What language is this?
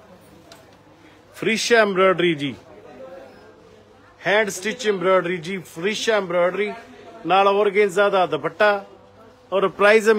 Punjabi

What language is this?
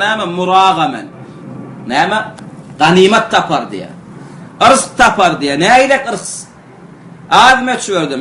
Turkmen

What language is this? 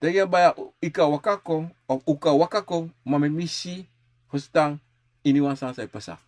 Sranan Tongo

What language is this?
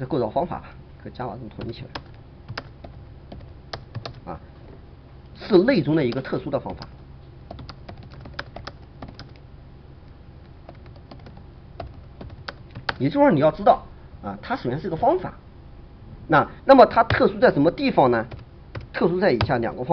Chinese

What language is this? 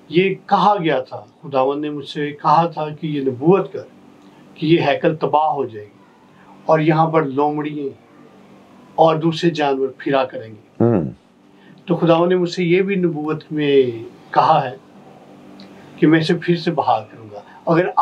Urdu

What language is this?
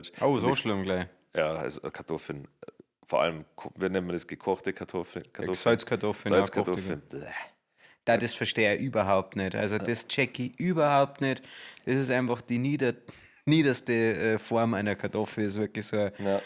Bavarian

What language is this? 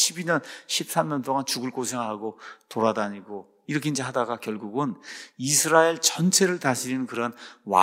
Korean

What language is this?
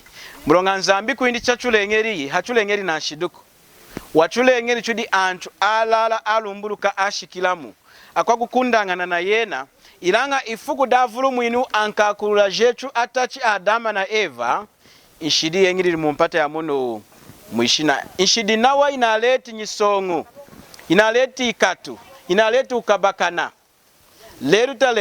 Lunda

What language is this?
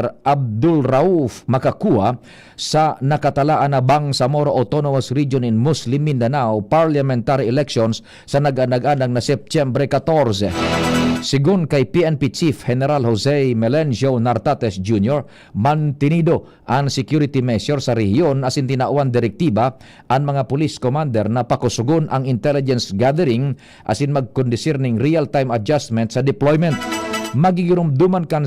Bikol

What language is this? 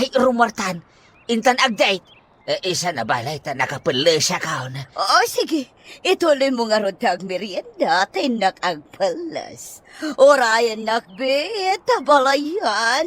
Iloko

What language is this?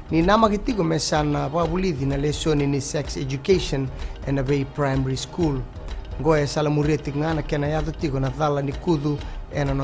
Fijian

